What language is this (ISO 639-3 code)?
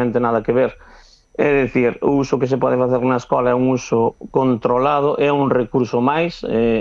glg